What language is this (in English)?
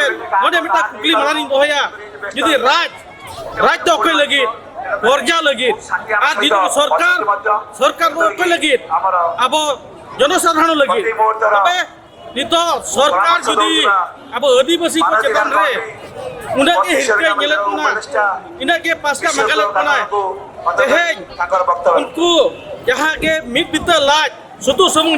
Santali